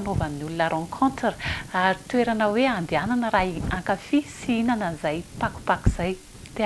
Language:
Malagasy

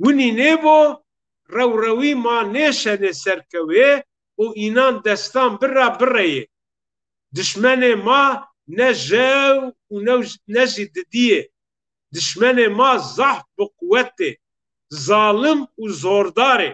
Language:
Zaza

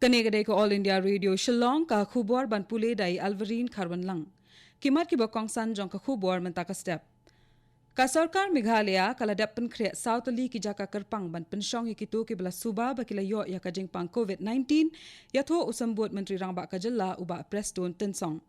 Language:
Khasi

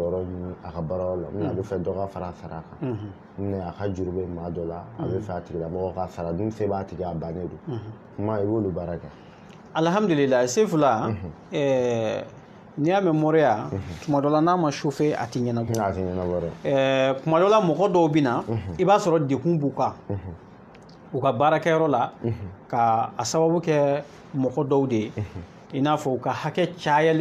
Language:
Bambara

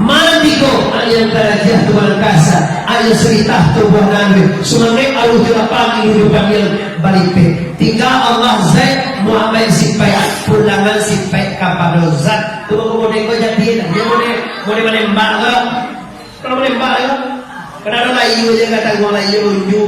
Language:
Minangkabau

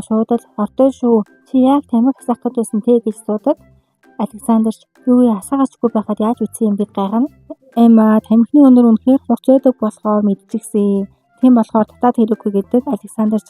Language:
Mongolian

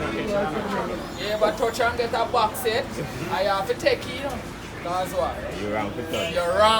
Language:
Jamaican Creole English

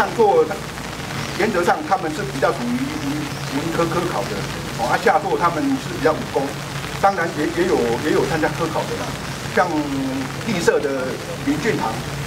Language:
Chinese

